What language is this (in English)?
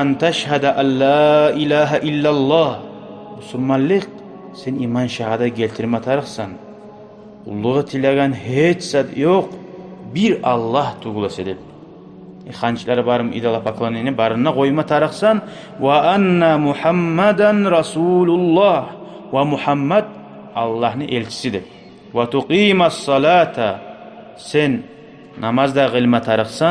Kumyk